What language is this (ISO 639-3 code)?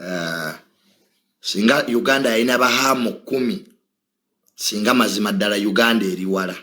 lug